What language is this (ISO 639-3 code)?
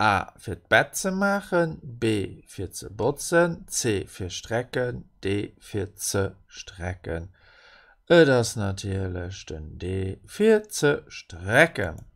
ltz